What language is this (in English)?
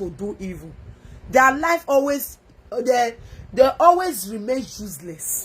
Nigerian Pidgin